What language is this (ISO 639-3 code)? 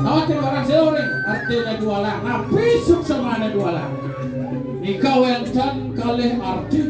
ban